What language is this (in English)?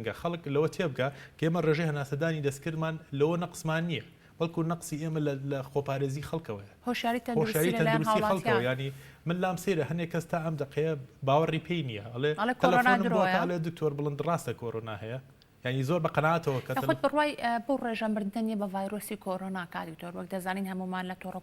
Central Kurdish